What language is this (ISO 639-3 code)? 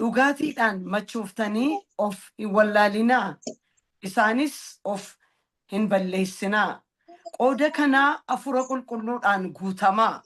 orm